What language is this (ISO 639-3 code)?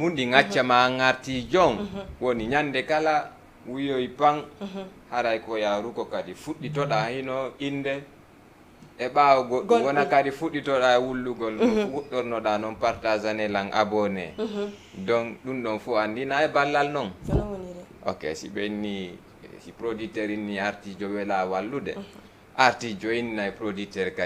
ful